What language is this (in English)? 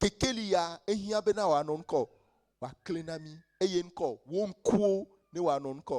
Ewe